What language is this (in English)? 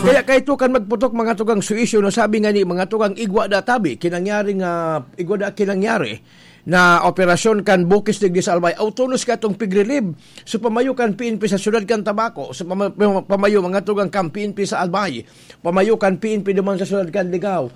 Bikol